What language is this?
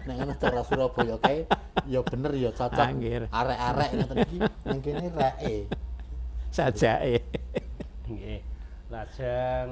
Javanese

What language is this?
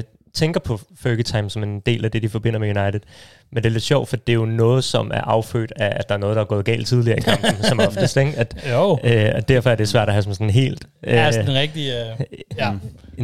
Danish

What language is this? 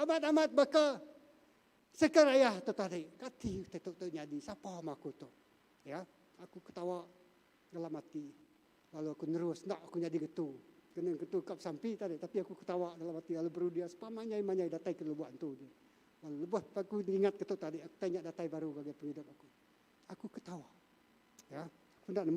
Iban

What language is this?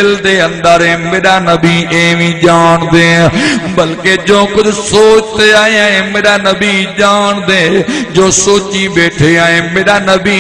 Saraiki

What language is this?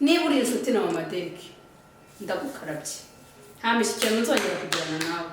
Kinyarwanda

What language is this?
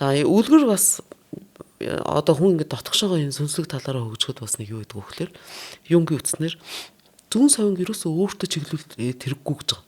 Mongolian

